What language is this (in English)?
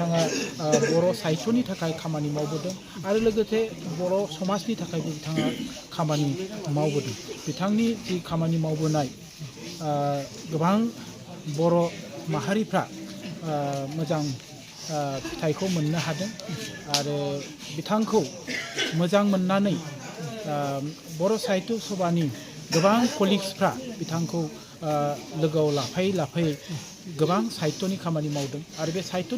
Bodo